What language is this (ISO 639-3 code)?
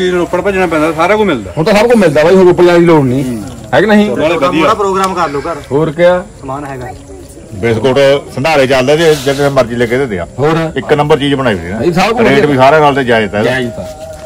pan